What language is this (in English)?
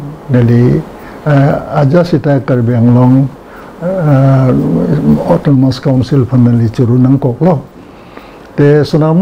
Karbi